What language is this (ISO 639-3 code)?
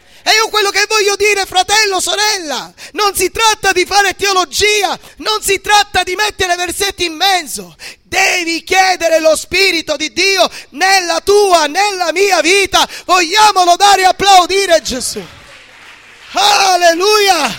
ita